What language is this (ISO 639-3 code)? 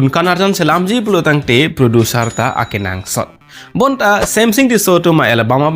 mjw